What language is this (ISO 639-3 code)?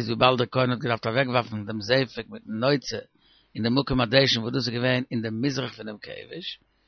yid